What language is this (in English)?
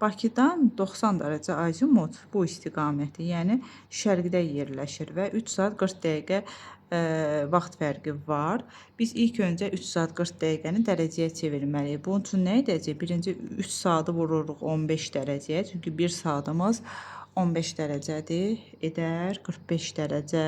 Azerbaijani